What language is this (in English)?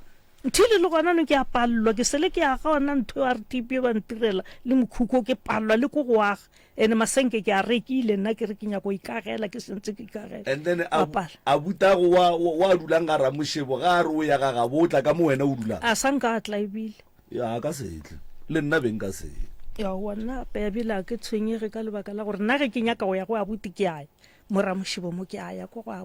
Northern Sotho